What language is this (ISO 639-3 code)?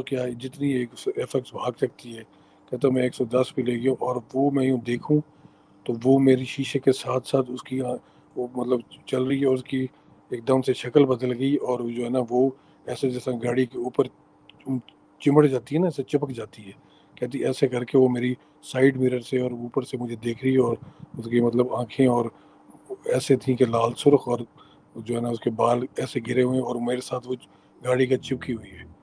urd